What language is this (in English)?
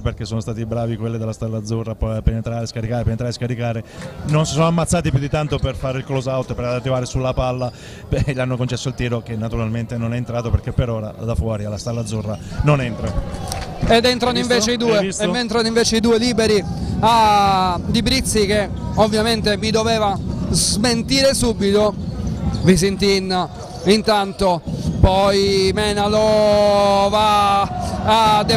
Italian